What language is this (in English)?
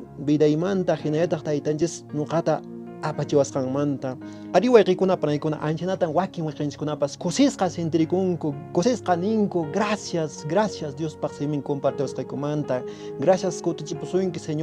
Quechua